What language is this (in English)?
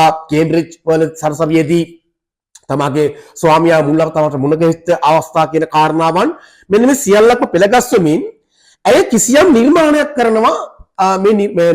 Sinhala